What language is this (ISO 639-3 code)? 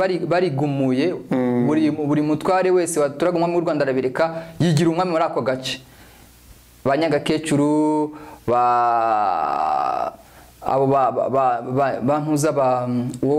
kin